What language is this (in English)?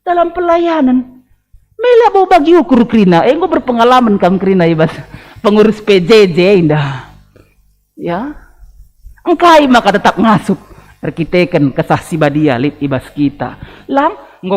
Batak Karo